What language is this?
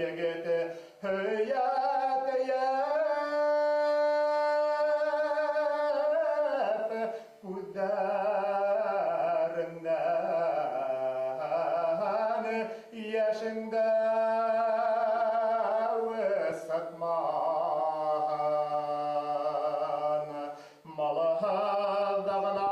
Bashkir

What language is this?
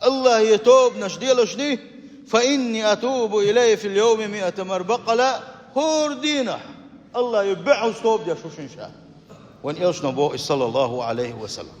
Chechen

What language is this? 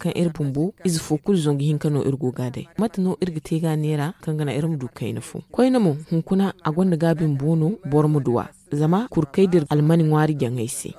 Zarma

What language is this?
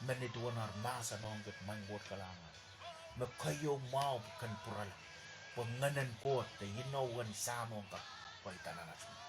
Pohnpeian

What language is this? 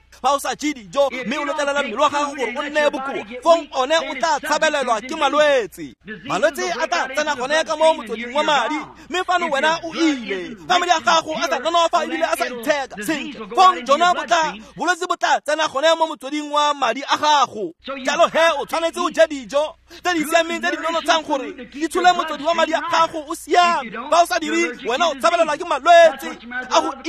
Tswana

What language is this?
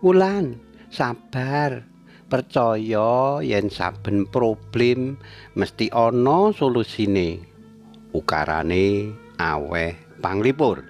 Javanese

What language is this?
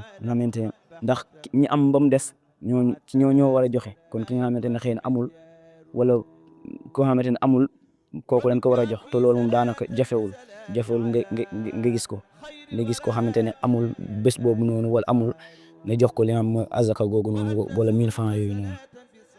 Wolof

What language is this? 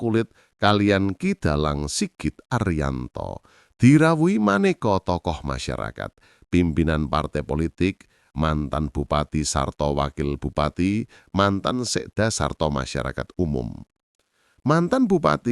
Javanese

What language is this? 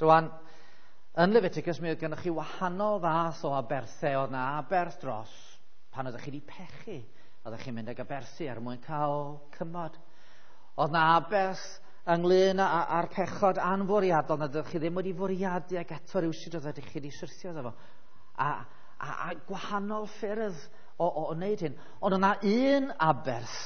Welsh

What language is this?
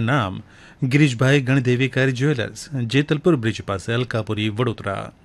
Gujarati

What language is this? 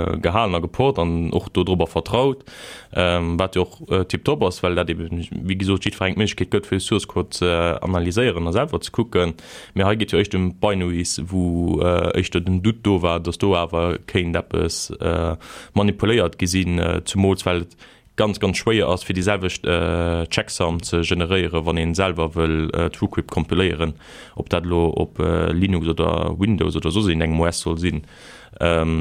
Luxembourgish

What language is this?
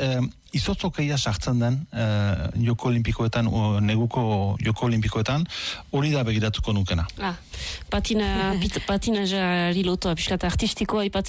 Basque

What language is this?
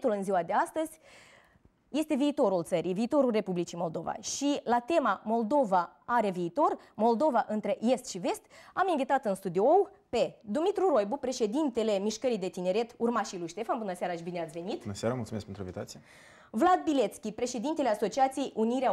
Romanian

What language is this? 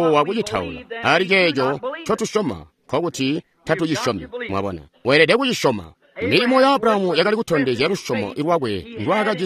Tonga (Zambia)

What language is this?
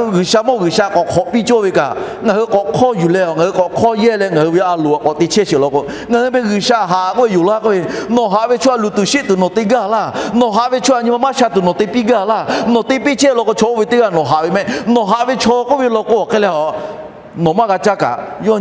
Lahu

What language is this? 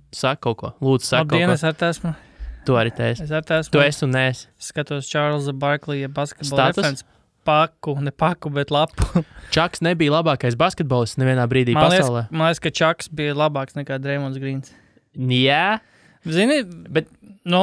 Latvian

